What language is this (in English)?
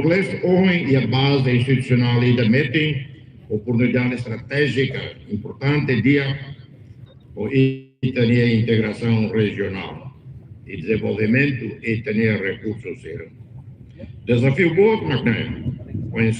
Tetum